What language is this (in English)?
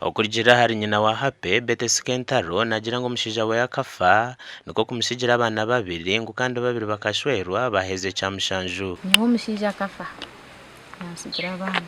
Nyankole